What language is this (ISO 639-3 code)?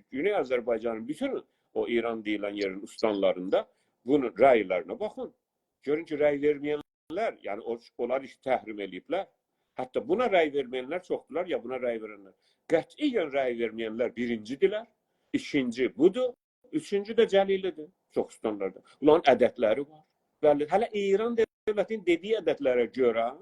azb